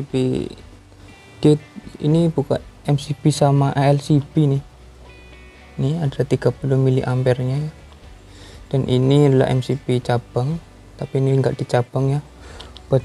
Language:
Indonesian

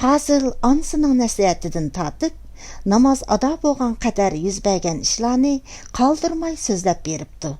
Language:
Uyghur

